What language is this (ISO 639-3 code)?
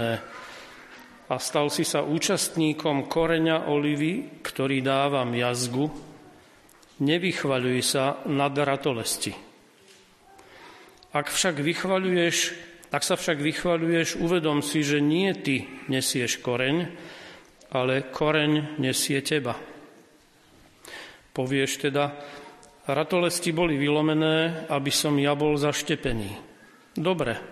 slk